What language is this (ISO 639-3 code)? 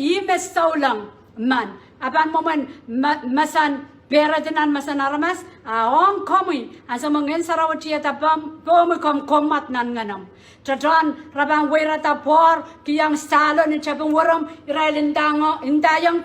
pon